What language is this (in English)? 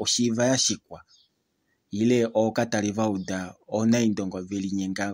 Kuanyama